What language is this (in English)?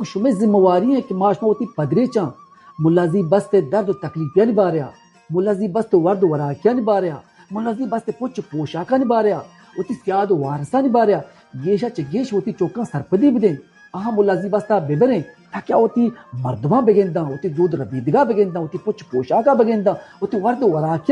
Baluchi